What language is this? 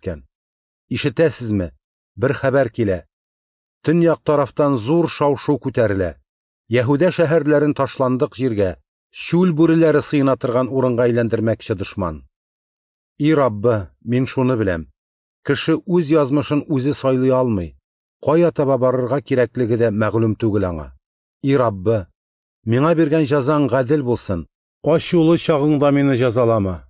Tatar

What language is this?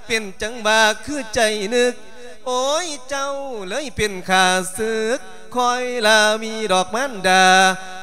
Lao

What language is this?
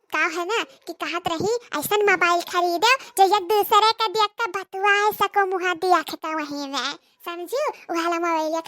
Awadhi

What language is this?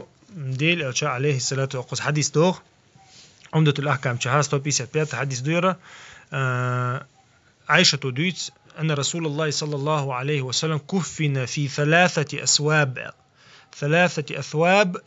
Chechen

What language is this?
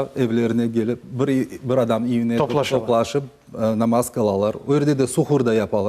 Crimean Tatar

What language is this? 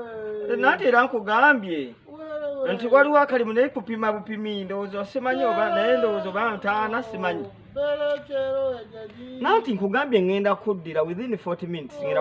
Ganda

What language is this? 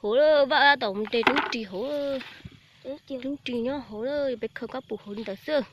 Hmong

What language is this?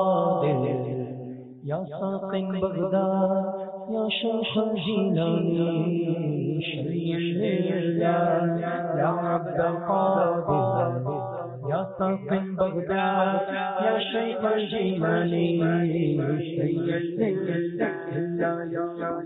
Urdu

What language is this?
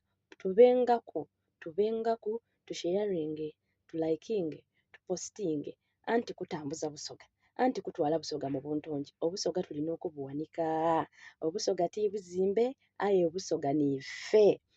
Soga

